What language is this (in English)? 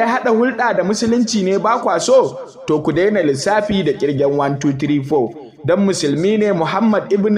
Hausa